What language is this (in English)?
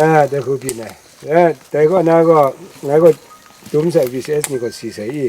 Kachin